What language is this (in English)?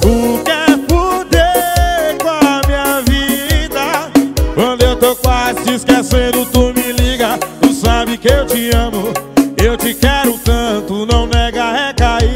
Portuguese